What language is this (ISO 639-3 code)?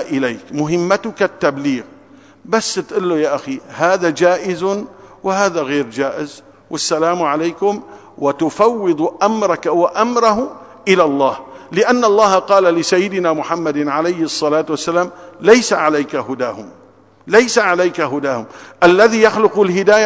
ara